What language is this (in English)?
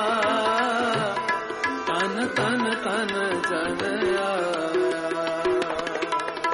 Hindi